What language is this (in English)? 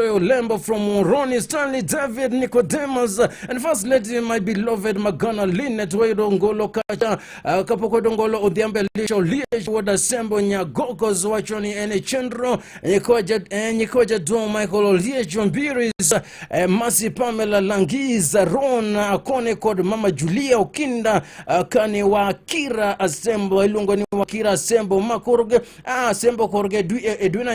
Luo (Kenya and Tanzania)